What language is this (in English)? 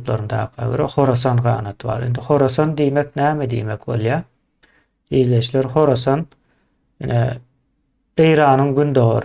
Turkmen